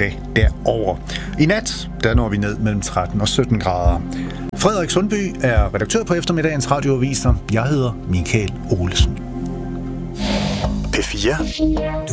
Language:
Danish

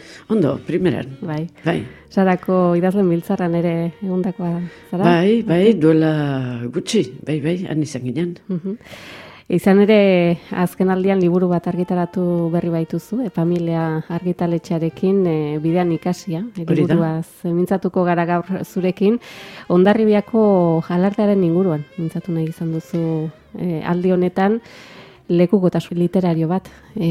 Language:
Basque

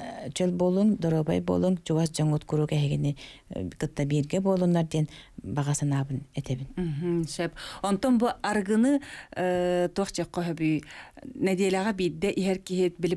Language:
Yakut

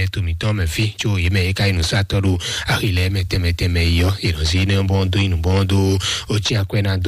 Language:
Fon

